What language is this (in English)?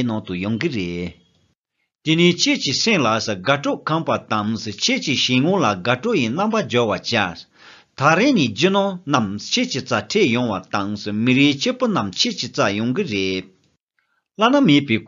Tibetan